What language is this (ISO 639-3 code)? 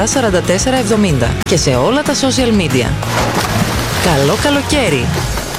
ell